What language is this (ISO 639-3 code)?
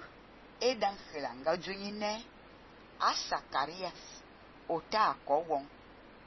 fan